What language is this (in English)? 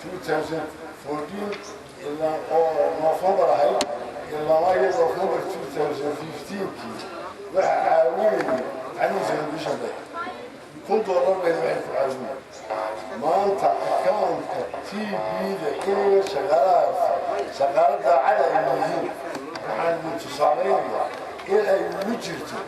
Somali